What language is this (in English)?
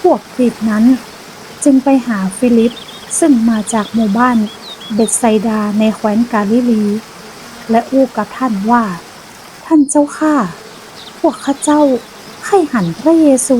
Northern Thai